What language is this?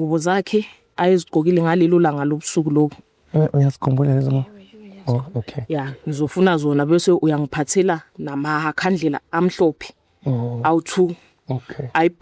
Zulu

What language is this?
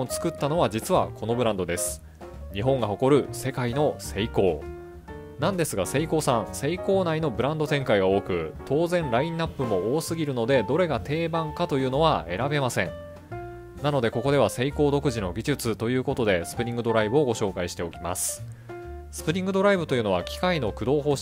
Japanese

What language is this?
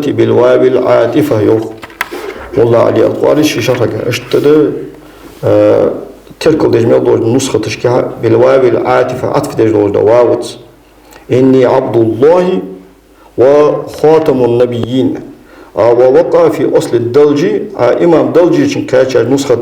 Ingush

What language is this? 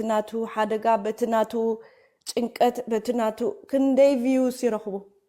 Tigrinya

